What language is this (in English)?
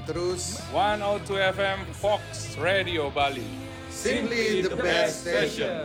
Indonesian